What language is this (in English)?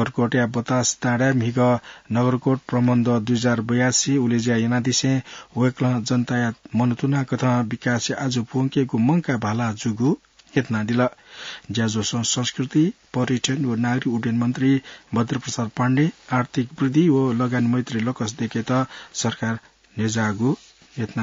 Newari